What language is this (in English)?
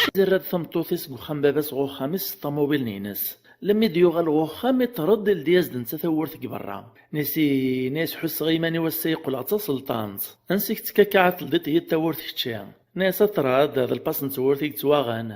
Kabyle